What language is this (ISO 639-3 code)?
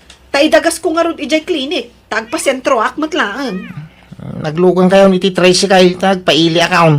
ilo